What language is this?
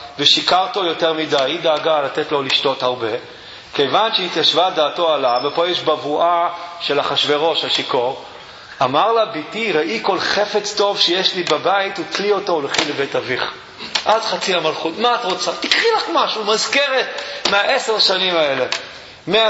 Hebrew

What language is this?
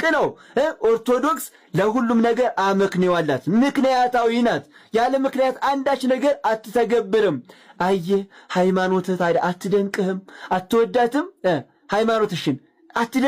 Amharic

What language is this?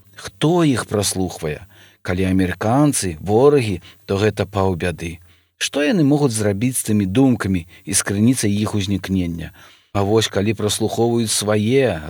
Belarusian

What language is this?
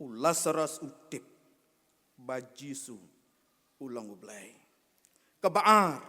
Khasi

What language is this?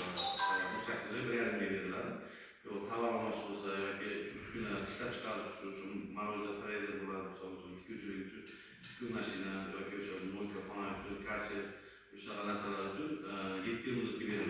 Uzbek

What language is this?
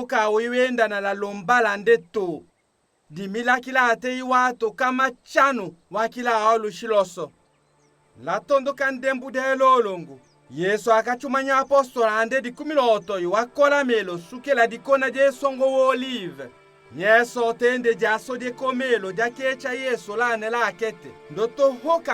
Tetela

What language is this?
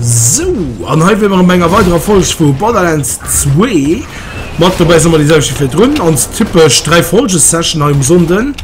Luxembourgish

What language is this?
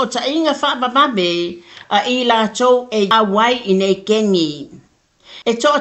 Samoan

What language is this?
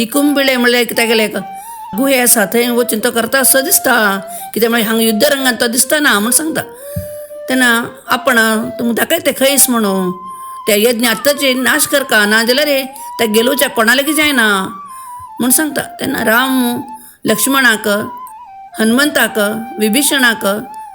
Konkani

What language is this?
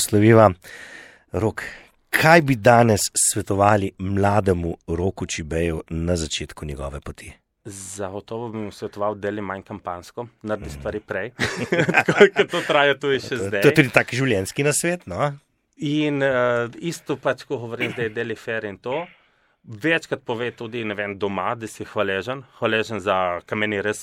Slovenian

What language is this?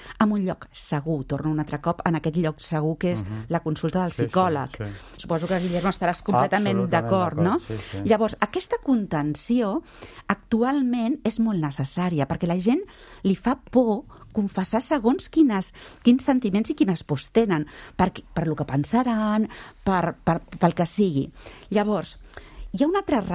Catalan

